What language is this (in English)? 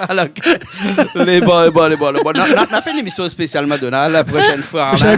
Réunion Creole French